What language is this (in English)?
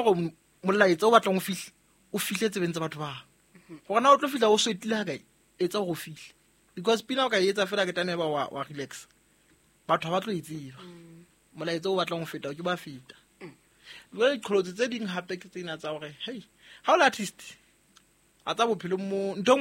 Southern Sotho